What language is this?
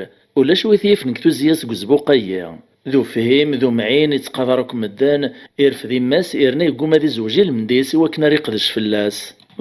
Kabyle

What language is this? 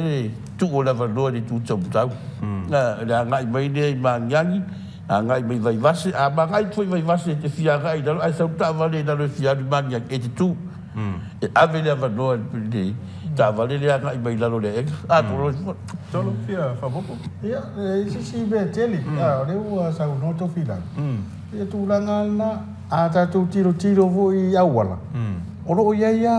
Samoan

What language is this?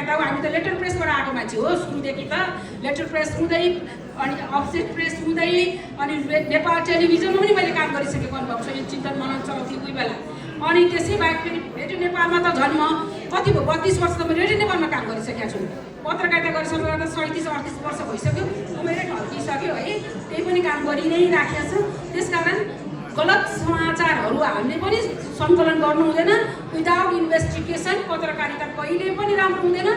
Nepali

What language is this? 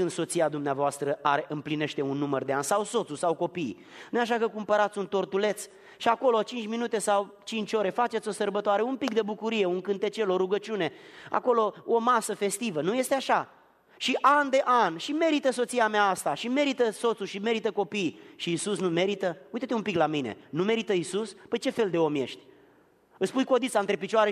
Romanian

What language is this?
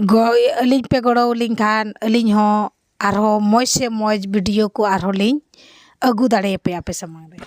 Santali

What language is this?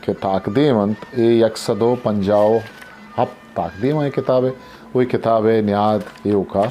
Eastern Balochi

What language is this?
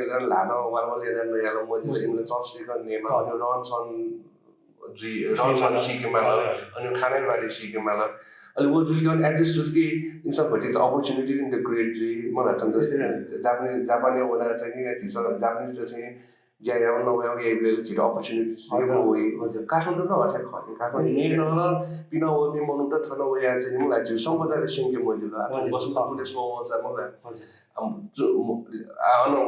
Newari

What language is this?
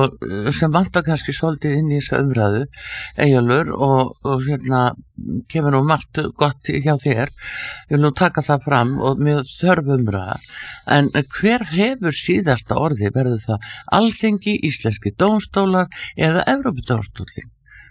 Icelandic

